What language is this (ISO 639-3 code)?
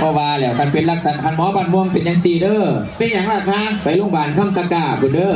tts